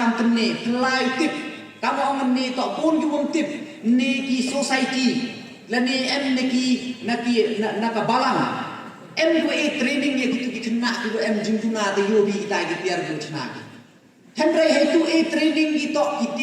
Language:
Pnar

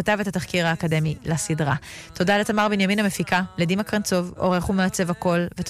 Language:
Hebrew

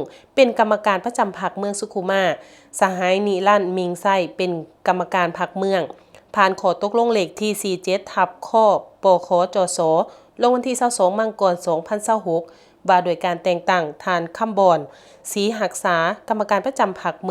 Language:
Lao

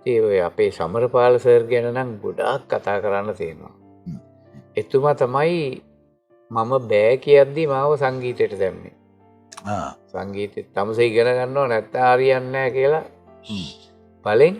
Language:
Sinhala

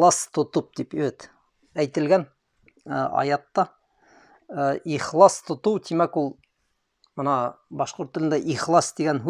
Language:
Bashkir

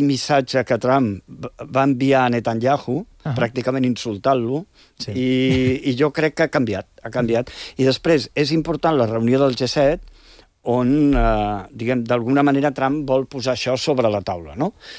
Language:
Catalan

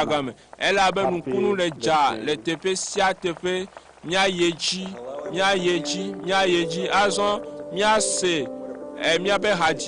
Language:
Ewe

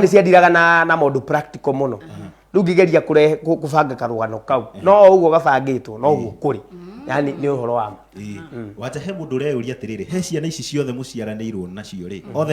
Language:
Kikuyu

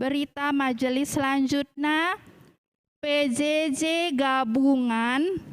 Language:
Batak Karo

